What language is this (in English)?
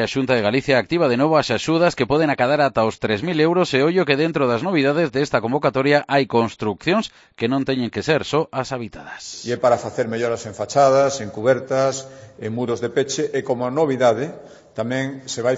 Galician